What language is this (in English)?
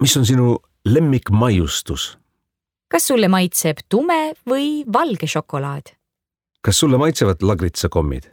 Estonian